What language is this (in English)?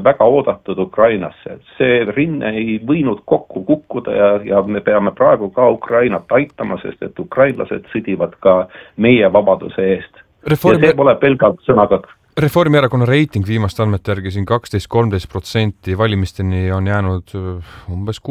Estonian